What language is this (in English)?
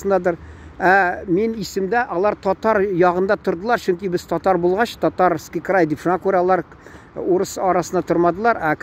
Tatar